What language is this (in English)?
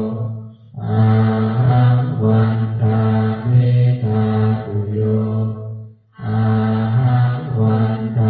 Pali